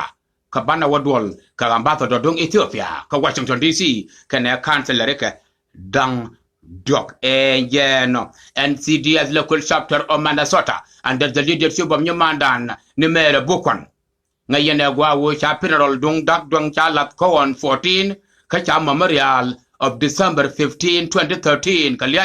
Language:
Nuer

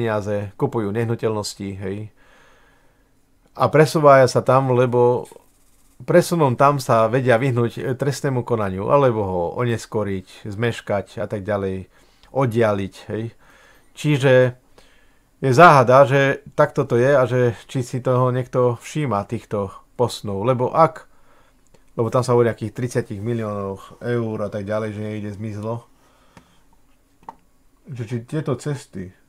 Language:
Slovak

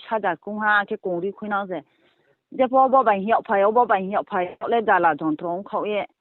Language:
Riang (India)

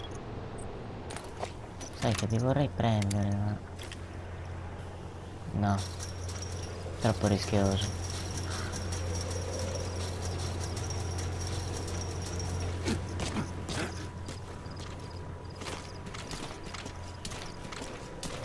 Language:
Italian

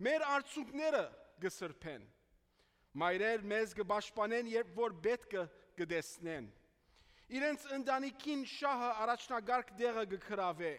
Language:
Armenian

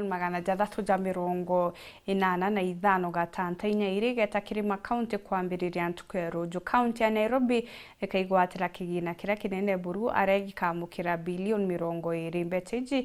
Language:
Meru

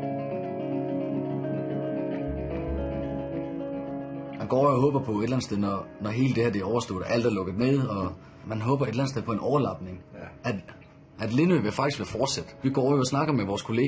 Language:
Danish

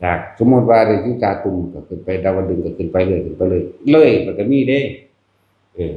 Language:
Northeastern Thai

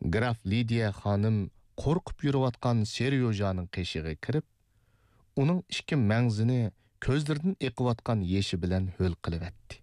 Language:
Uyghur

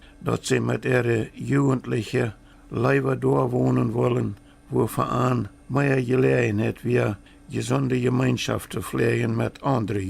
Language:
Plautdietsch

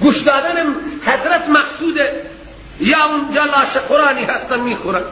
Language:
Persian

